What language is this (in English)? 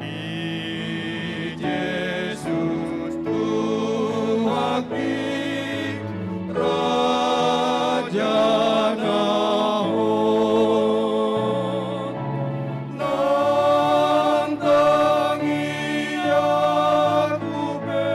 Batak Toba